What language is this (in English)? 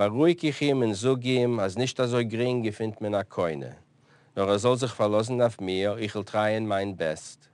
Yiddish